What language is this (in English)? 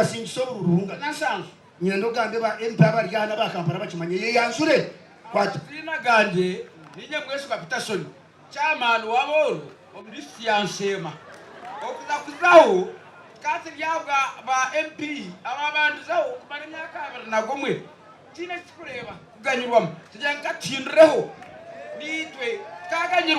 Nyankole